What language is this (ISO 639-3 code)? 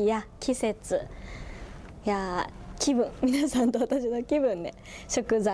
jpn